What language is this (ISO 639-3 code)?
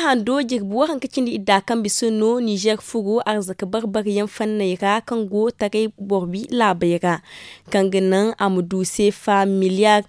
dje